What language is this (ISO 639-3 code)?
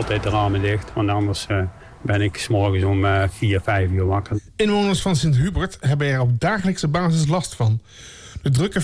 nld